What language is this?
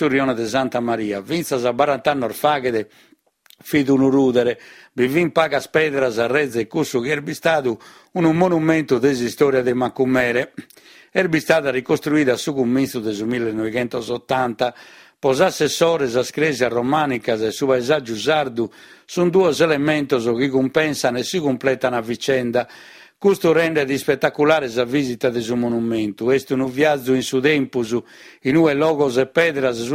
Sardinian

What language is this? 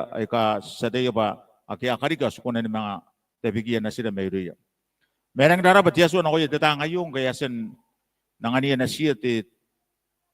Gilbertese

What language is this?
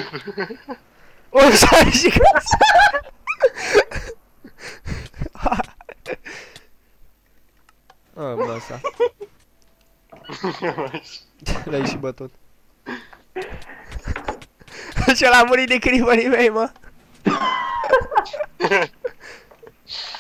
Romanian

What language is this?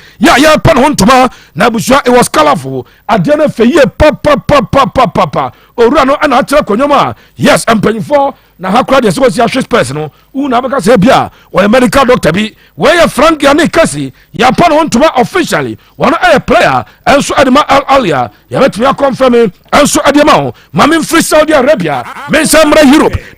Akan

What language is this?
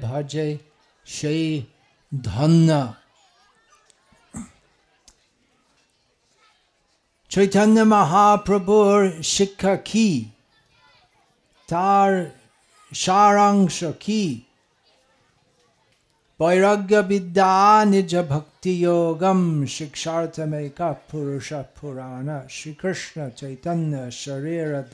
Bangla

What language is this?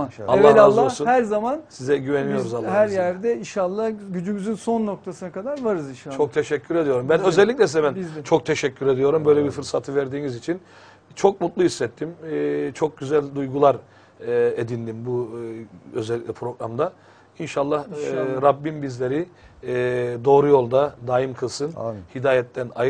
Turkish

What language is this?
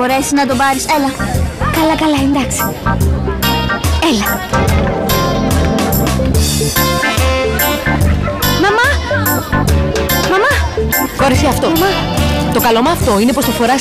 Greek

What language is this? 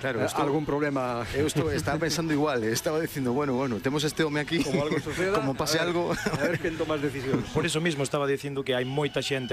Galician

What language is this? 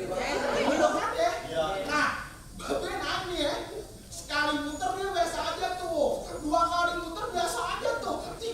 Betawi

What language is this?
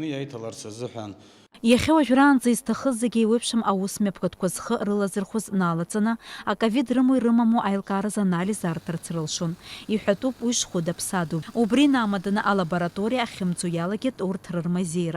Abkhazian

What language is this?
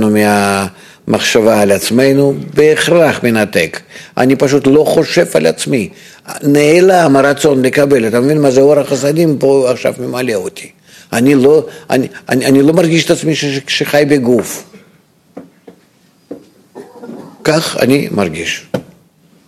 Hebrew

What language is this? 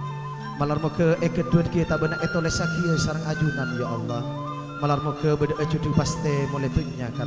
Madurese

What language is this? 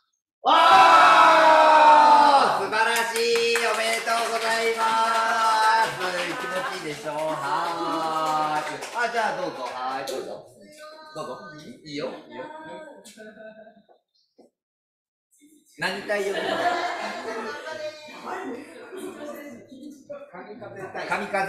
Japanese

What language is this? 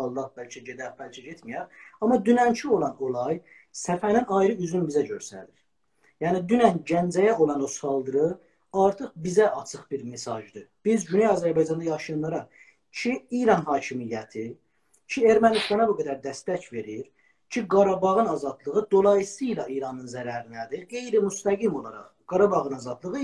South Azerbaijani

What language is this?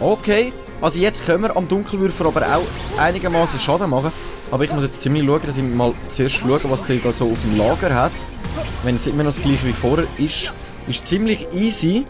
Swiss German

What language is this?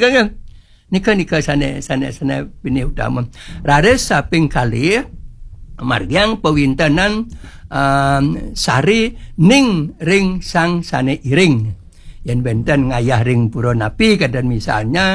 Balinese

